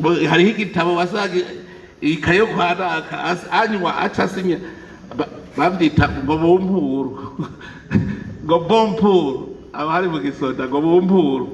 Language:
Rundi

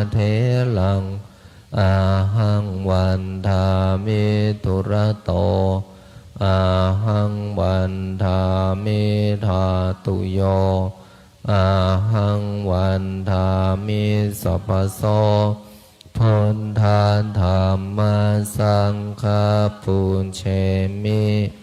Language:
Pali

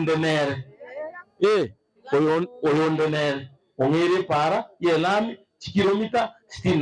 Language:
Gusii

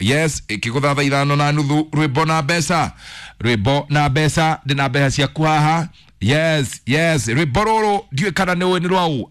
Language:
Kikuyu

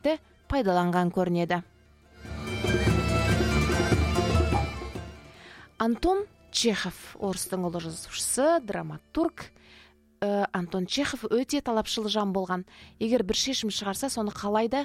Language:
Kazakh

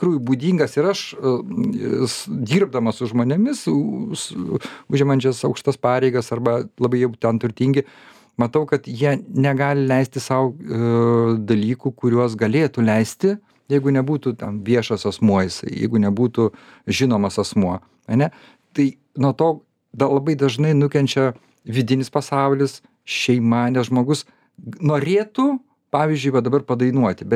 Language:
Lithuanian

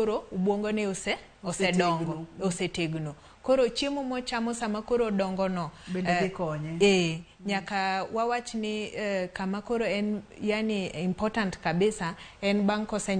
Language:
Luo (Kenya and Tanzania)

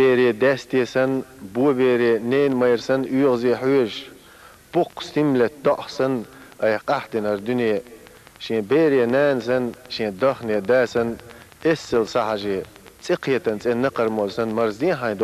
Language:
Chechen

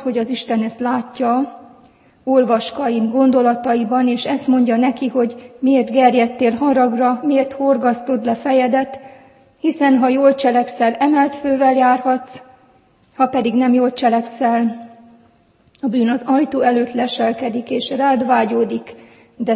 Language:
Hungarian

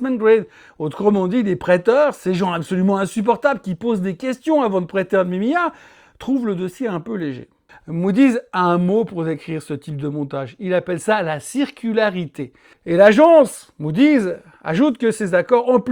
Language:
French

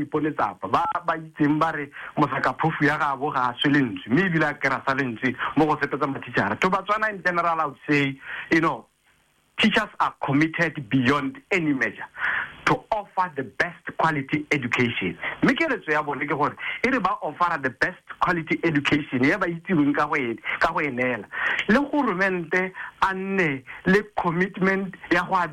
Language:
Tswana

